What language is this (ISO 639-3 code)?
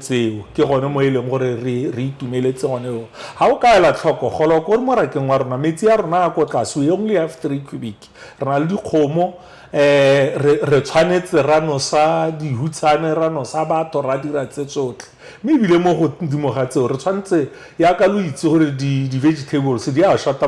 tsn